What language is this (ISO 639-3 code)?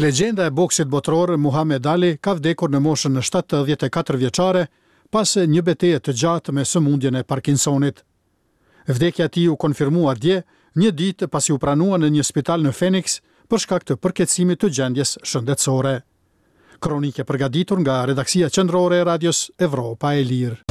sqi